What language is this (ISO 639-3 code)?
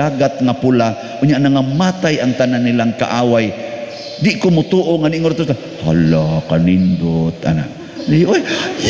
ceb